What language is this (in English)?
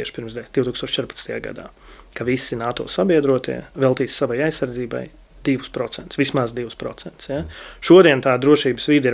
Latvian